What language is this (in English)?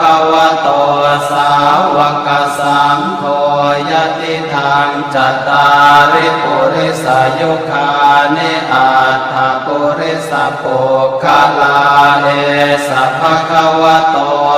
Pali